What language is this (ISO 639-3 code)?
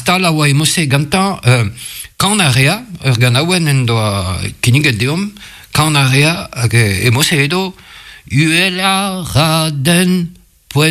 bre